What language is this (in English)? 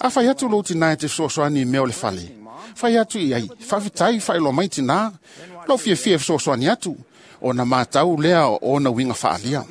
Samoan